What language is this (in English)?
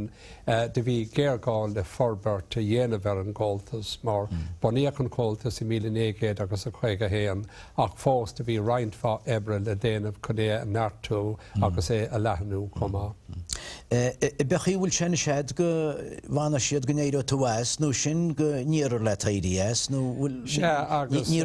Irish